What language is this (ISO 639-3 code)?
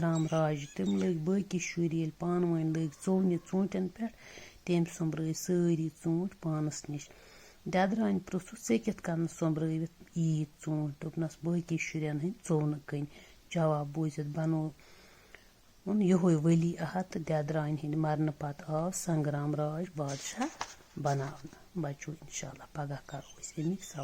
kas